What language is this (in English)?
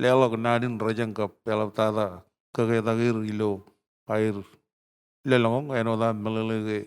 Marshallese